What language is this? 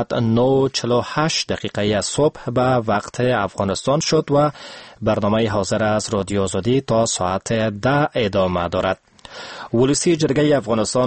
Persian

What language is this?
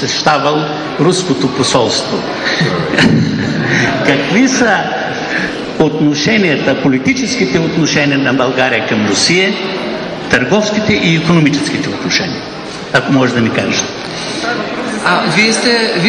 Bulgarian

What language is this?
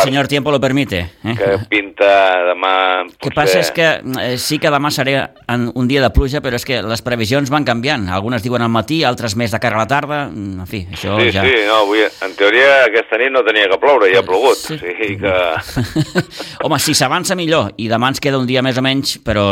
Catalan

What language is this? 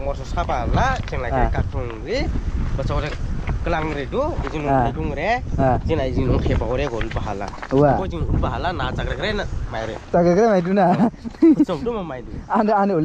Dimasa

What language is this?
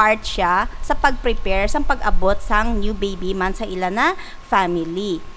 Hiligaynon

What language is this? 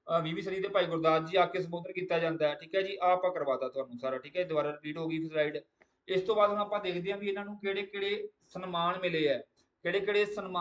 Punjabi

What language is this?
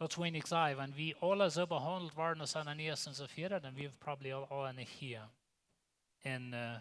Plautdietsch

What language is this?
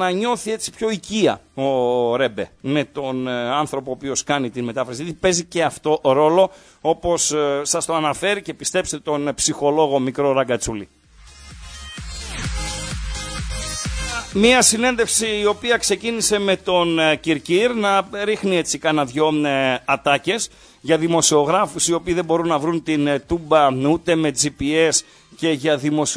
Greek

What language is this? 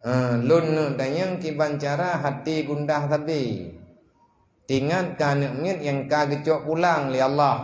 Achinese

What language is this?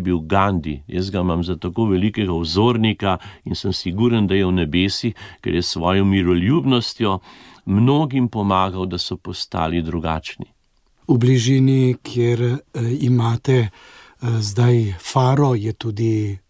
Slovenian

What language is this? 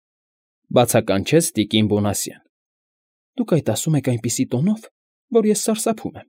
Armenian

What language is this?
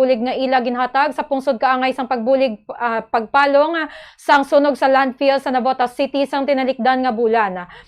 Hiligaynon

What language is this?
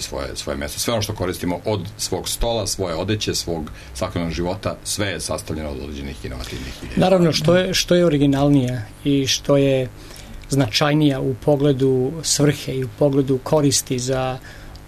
Serbian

